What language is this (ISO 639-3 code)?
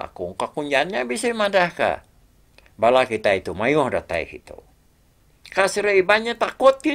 iba